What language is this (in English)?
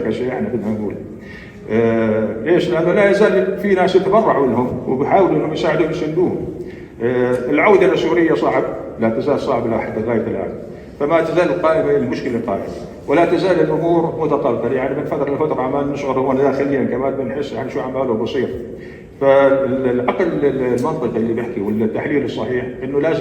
North Levantine Arabic